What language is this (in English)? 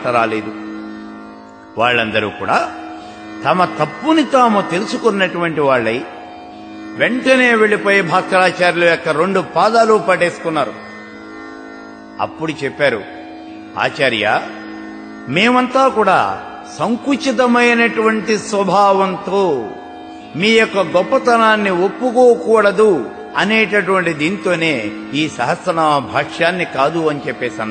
Telugu